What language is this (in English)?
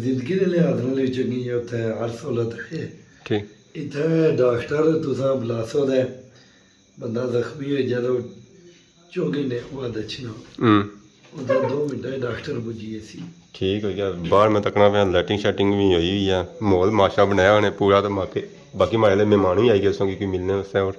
Pahari-Potwari